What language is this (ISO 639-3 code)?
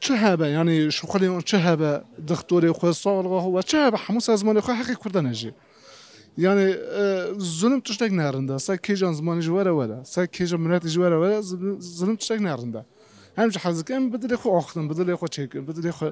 kur